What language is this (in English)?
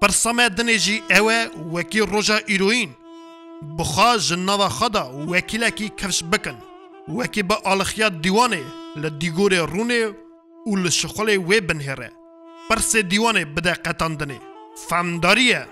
Kurdish